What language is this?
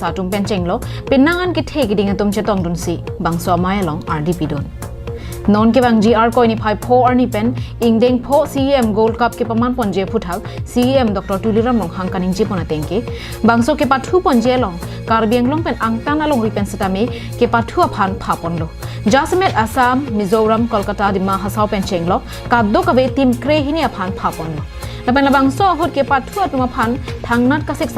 Karbi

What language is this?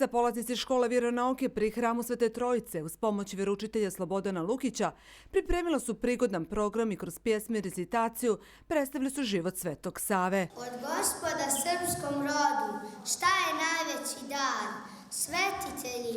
Bosnian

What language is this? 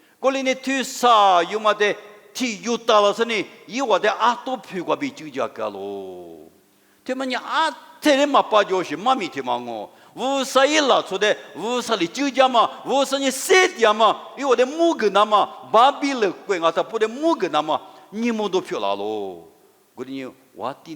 Lisu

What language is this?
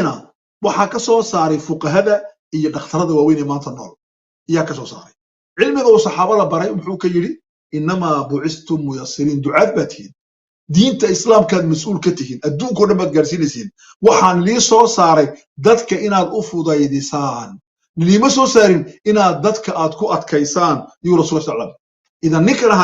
Somali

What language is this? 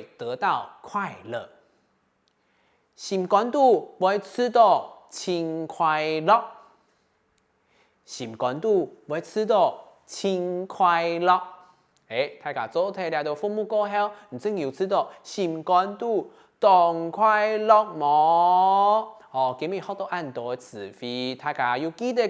Hakka Chinese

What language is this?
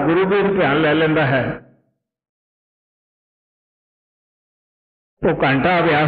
Punjabi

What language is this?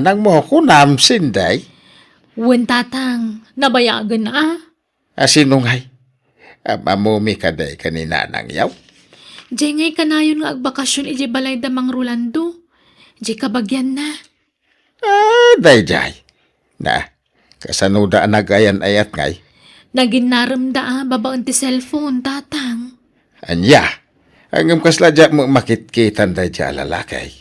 Iloko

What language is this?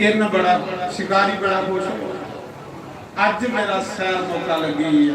Dogri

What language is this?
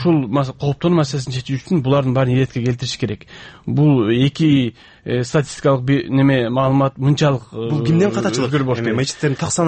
Kyrgyz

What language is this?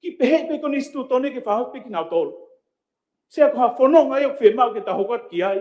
Tongan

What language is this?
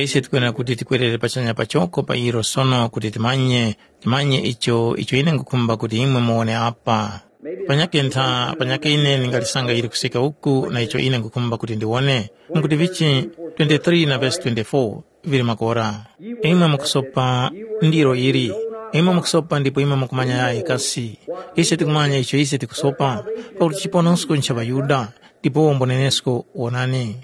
Tumbuka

